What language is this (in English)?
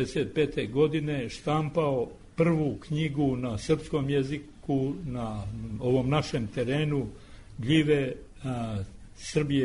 Serbian